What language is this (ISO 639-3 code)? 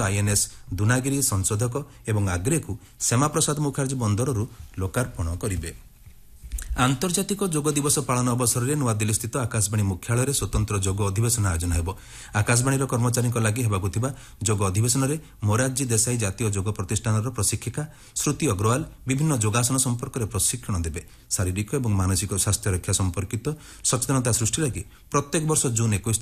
ori